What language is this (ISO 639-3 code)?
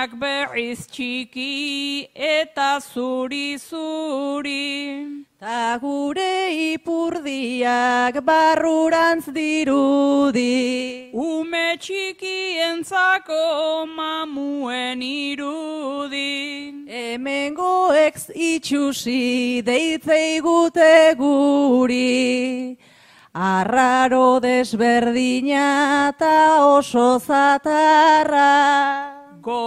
eus